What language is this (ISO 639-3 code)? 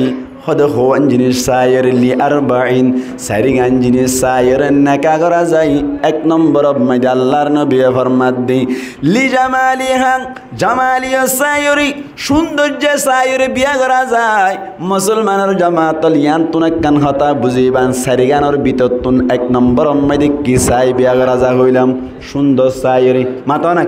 rhg